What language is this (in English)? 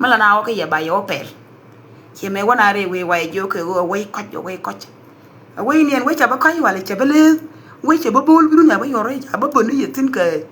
Nuer